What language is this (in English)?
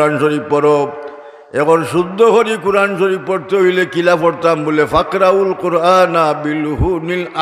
Sylheti